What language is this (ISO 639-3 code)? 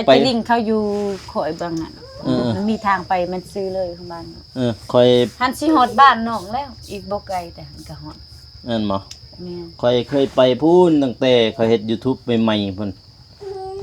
lao